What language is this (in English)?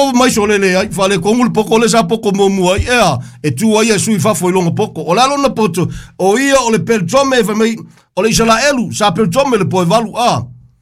Samoan